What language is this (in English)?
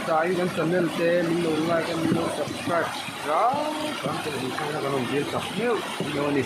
Mizo